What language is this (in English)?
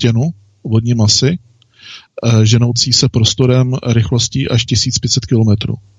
Czech